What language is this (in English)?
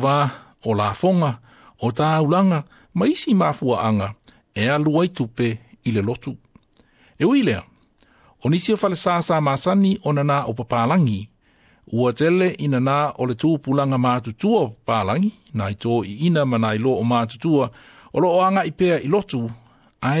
Samoan